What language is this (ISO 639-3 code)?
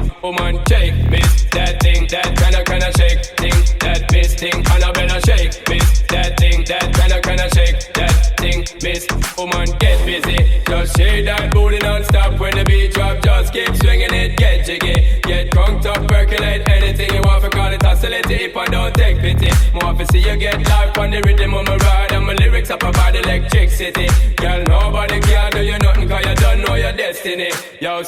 kaa